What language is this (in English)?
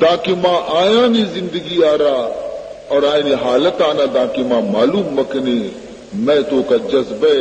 Baluchi